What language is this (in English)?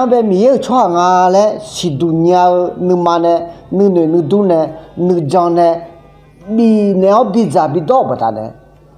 Akha